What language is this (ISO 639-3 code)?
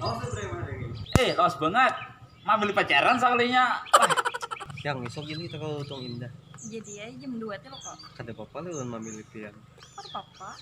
bjn